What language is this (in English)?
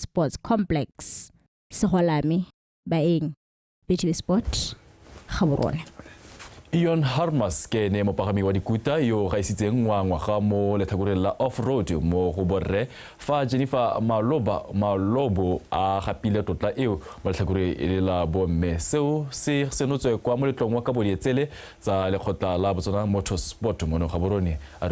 Tswana